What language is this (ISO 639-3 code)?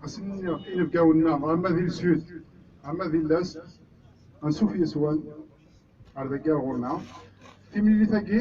kab